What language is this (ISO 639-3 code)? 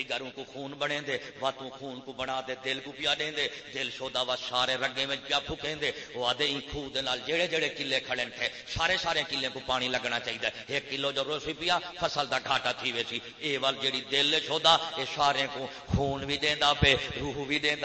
skr